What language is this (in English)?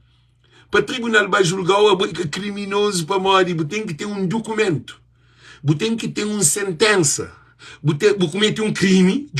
Kabuverdianu